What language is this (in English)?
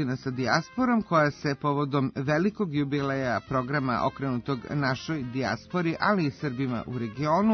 Serbian